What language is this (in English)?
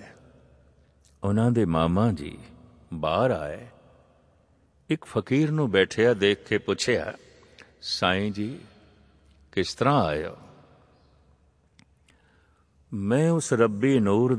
Punjabi